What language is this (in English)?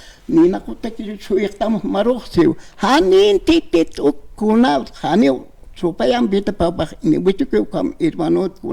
Aymara